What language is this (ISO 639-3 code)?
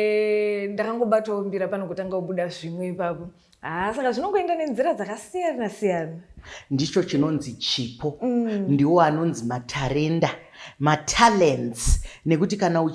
sna